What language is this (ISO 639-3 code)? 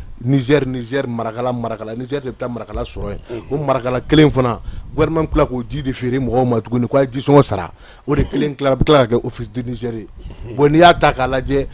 bam